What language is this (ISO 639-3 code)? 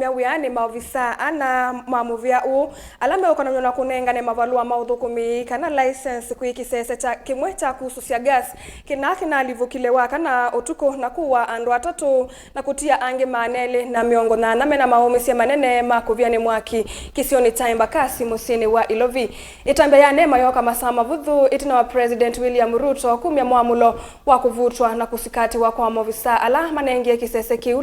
kam